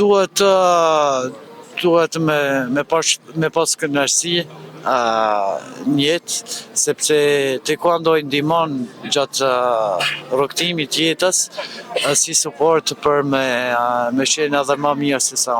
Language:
Albanian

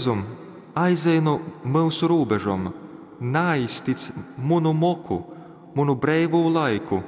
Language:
Latgalian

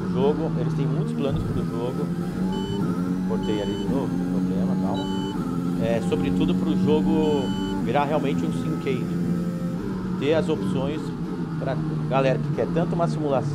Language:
Portuguese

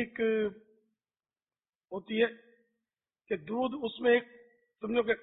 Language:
Urdu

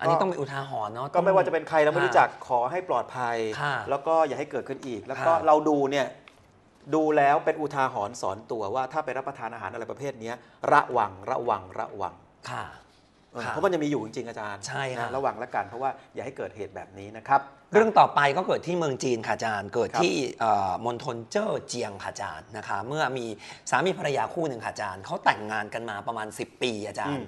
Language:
Thai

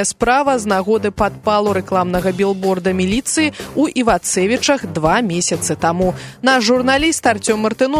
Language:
Belarusian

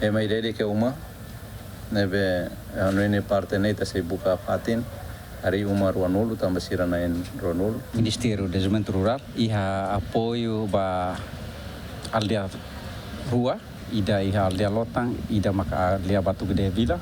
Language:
Tetum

